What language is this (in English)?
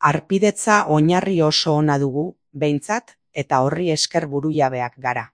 Basque